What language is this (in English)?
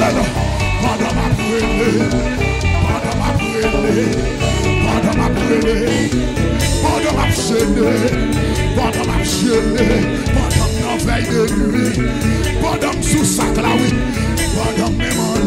Haitian Creole